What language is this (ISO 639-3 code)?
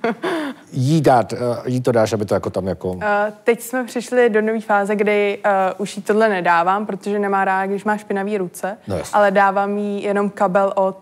ces